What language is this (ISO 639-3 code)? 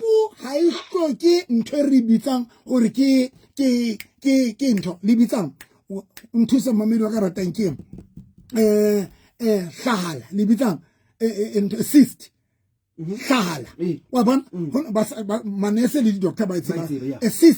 sot